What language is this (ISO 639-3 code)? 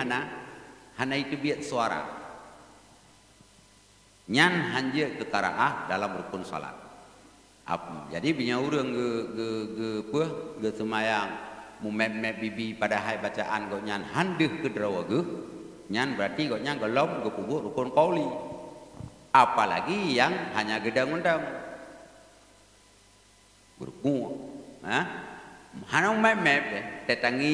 ace